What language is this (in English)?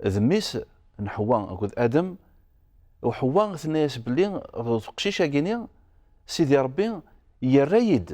Kabyle